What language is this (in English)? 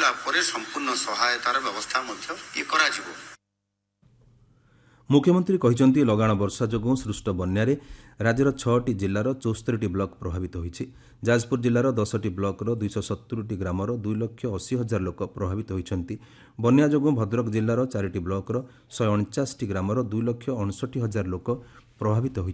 Odia